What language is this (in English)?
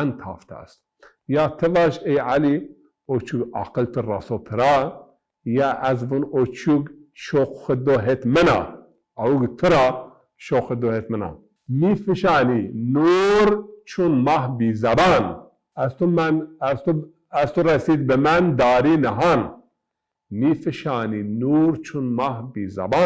Zaza